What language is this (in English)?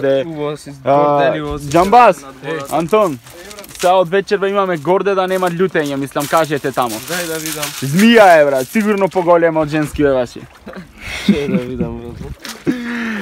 Macedonian